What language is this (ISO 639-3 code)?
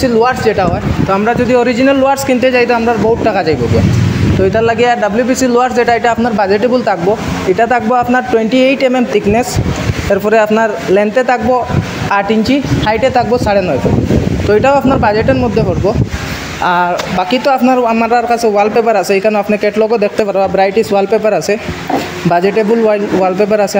syl